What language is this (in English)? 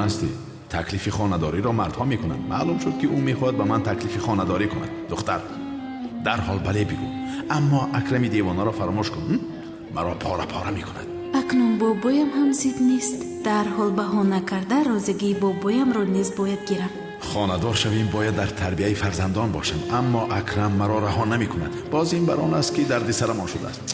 Tajik